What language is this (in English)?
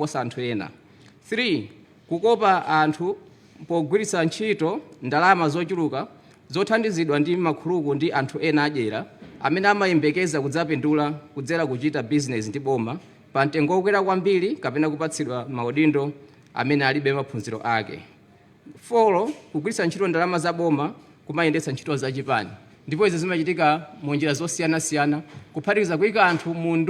Nyanja